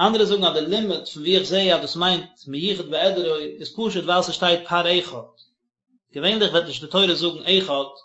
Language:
Yiddish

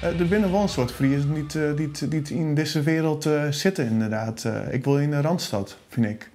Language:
Western Frisian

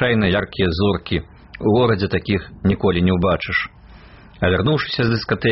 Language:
Belarusian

